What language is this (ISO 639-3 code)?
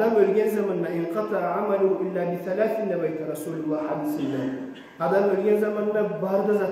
kum